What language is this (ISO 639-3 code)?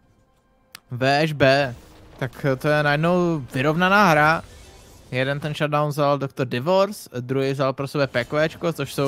ces